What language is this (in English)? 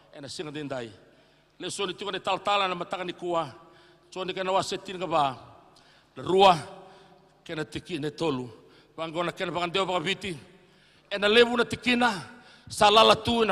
Fijian